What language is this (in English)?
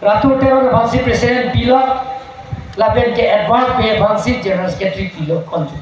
Karbi